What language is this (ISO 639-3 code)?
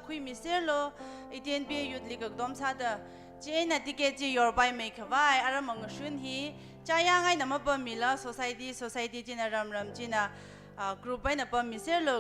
nmf